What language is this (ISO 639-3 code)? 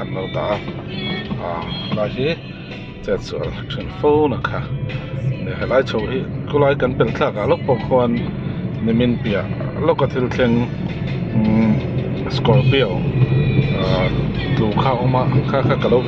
lus